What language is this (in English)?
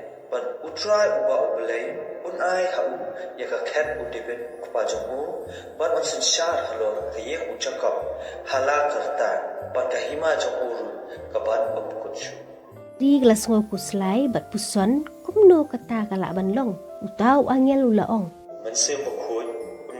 Khasi